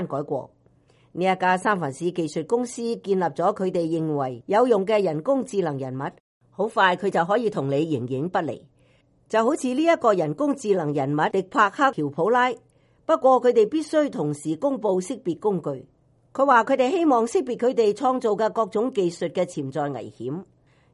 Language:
Cantonese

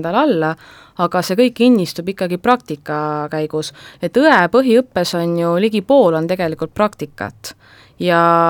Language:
Estonian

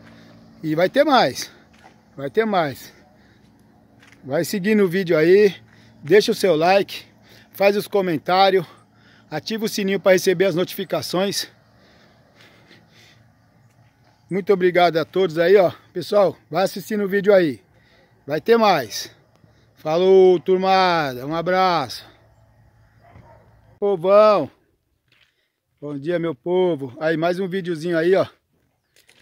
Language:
Portuguese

